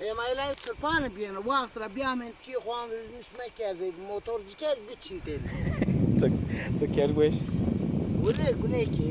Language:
Zaza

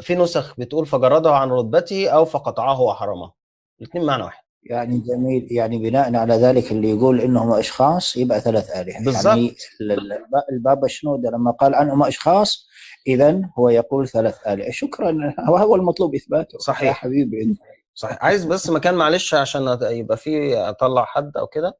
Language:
Egyptian Arabic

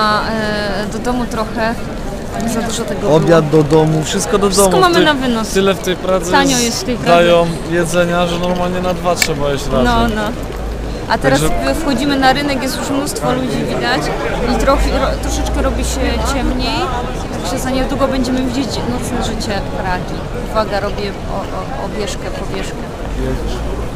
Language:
Polish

